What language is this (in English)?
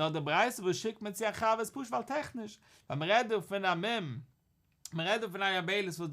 Yiddish